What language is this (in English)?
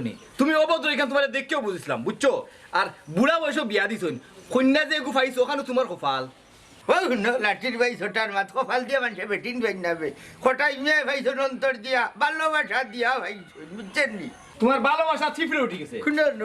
Sylheti